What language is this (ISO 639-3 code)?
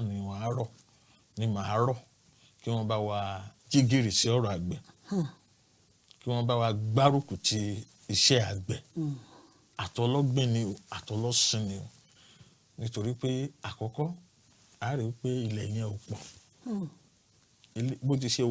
yor